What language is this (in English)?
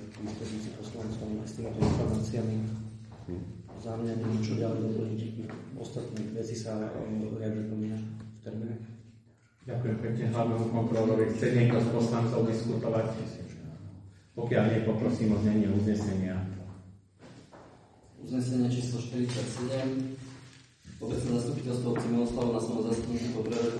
Slovak